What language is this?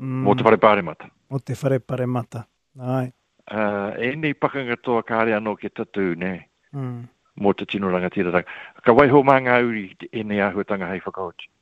Māori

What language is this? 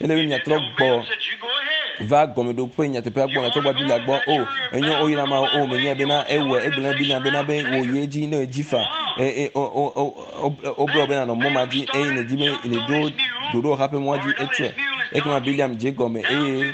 Ewe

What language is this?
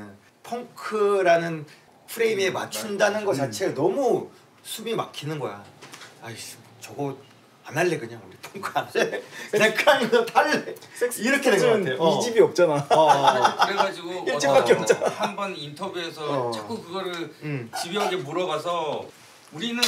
Korean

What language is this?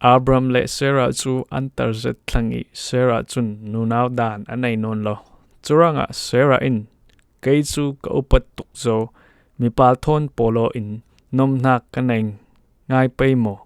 Falam Chin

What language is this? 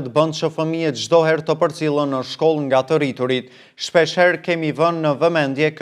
Albanian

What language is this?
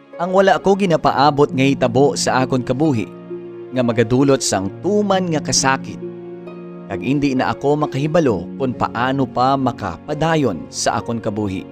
Hiligaynon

